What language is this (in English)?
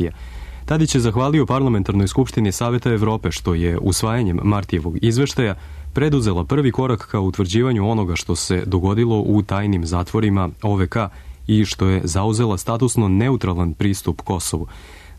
Serbian